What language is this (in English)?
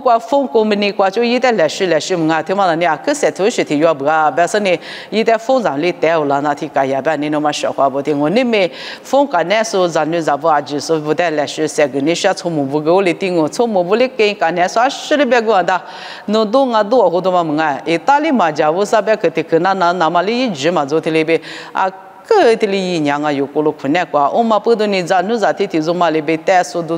Lisu